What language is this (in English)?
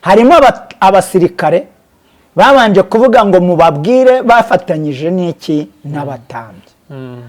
Kinyarwanda